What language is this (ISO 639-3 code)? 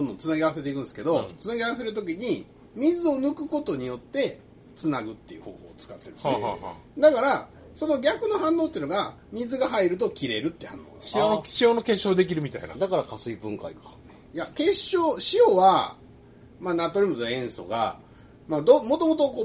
jpn